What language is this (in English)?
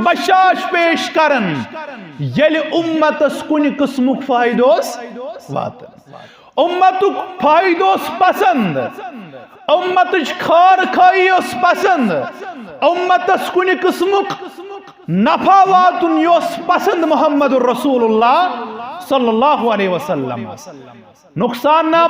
Kashmiri